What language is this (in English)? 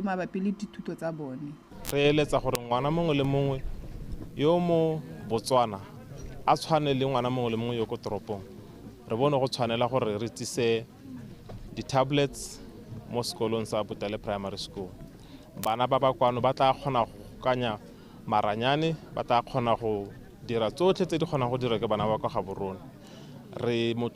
Tswana